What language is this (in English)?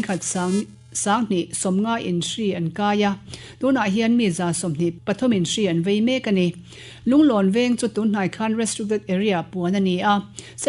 Mizo